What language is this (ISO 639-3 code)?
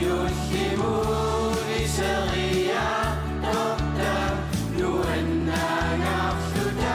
kal